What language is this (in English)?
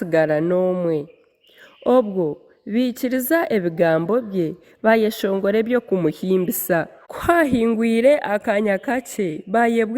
Nyankole